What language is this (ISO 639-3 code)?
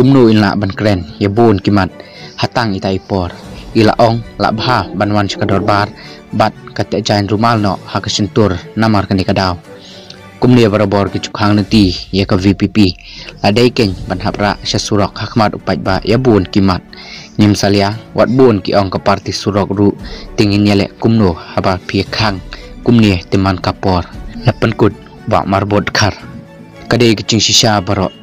kha